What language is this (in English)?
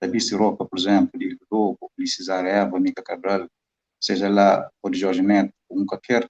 Kabuverdianu